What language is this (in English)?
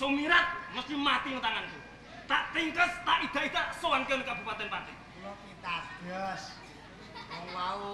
Javanese